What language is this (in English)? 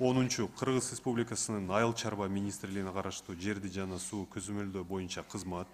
Kyrgyz